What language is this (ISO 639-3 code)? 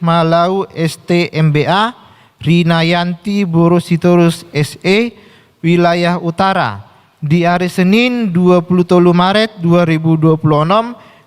bbc